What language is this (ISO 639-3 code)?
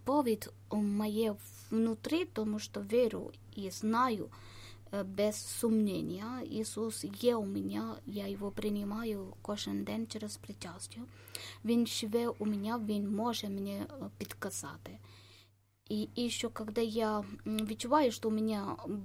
ukr